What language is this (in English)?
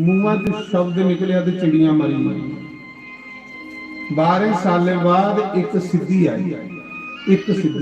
Dogri